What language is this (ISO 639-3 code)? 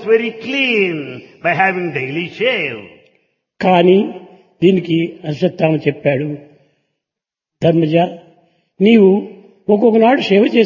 tel